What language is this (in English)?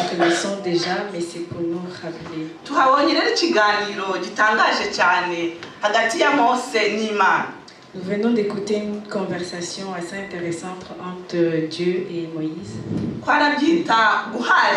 Kinyarwanda